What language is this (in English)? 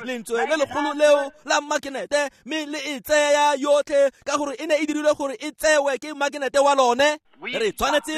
Tswana